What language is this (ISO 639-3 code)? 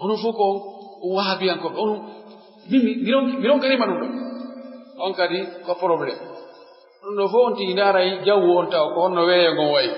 fuf